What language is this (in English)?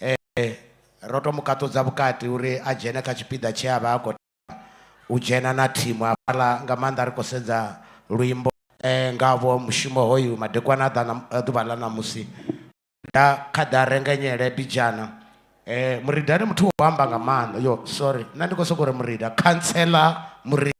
Venda